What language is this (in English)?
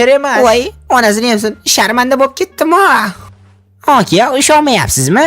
Uzbek